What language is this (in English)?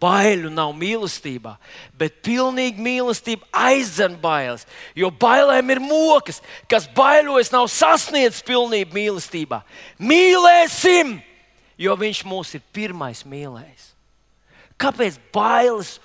Latvian